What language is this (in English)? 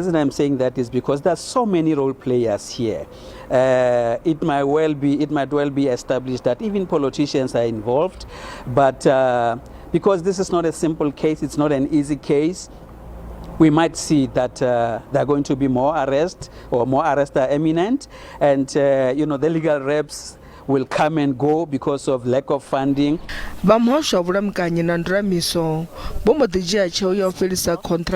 Venda